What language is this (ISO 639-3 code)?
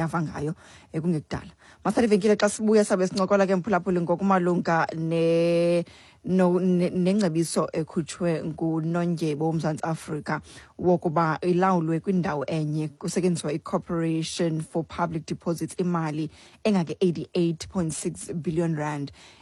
xho